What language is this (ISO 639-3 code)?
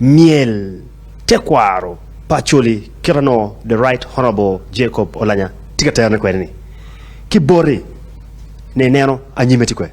ach